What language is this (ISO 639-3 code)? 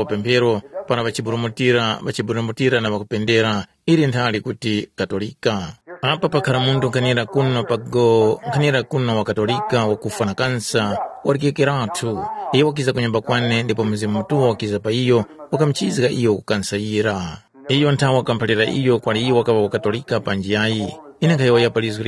tum